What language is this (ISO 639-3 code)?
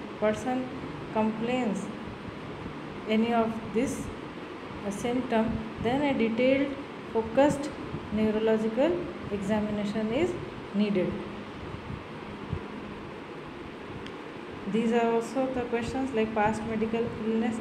eng